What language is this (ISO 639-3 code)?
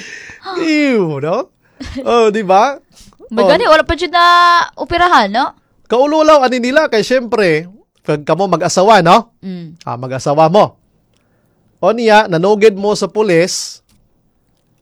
ceb